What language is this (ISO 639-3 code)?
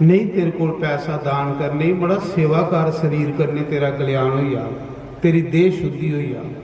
doi